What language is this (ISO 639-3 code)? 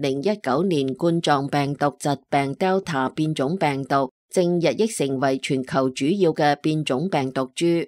yue